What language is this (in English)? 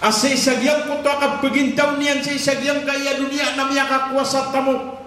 Maranao